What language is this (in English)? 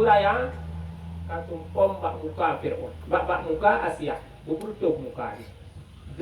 Achinese